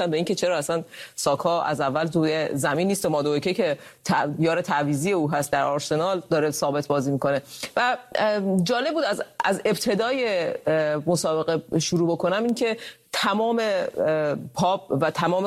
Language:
Persian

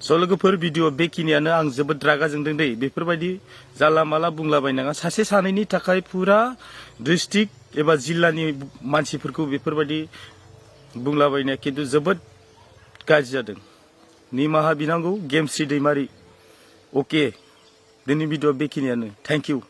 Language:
Bodo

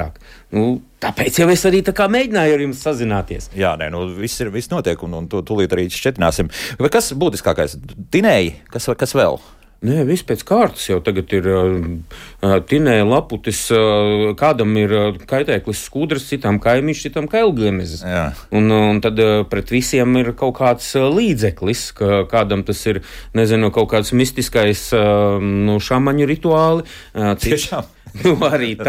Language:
Latvian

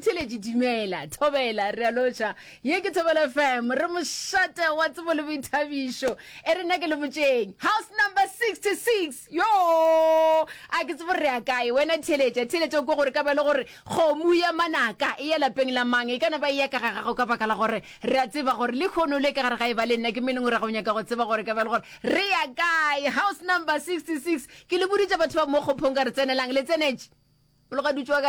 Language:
Northern Sotho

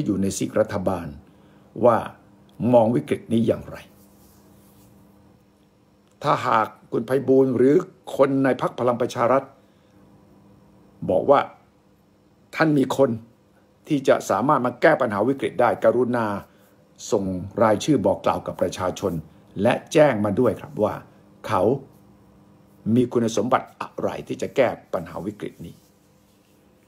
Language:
Thai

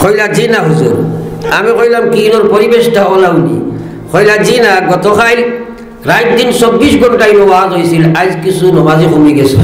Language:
Sylheti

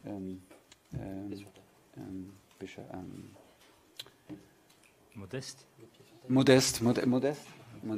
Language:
French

